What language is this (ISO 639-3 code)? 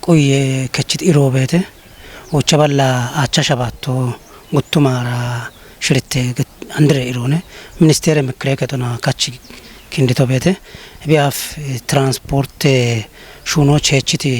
kbr